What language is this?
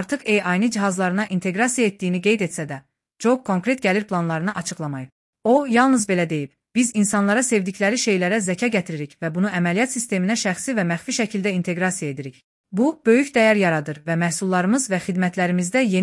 Azerbaijani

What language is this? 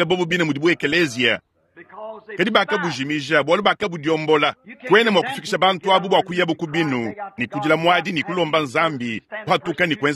Luba-Lulua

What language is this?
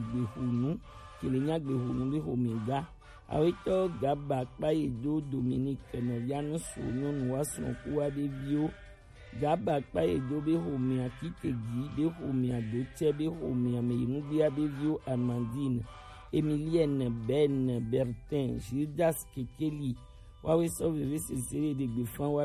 Gen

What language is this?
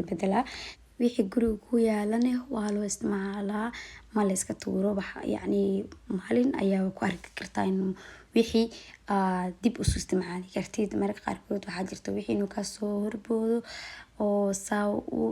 Somali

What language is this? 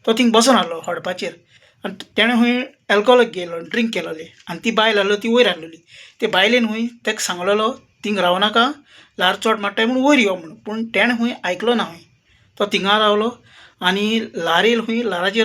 Konkani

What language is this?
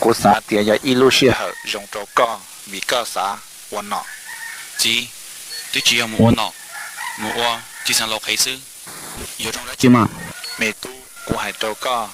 Hmong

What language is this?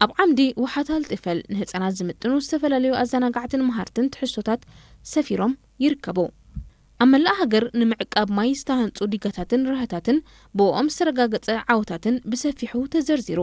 Tigrinya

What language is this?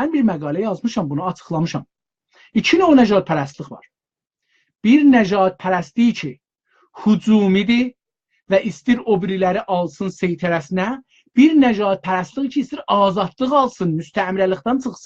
South Azerbaijani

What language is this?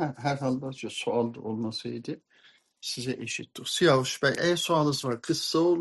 South Azerbaijani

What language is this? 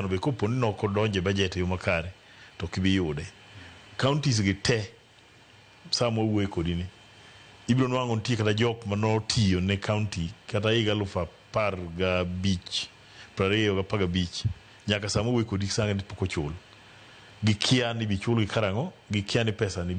Luo (Kenya and Tanzania)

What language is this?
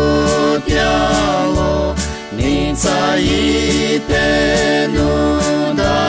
Lisu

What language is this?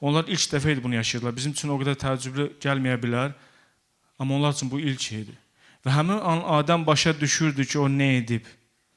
Azerbaijani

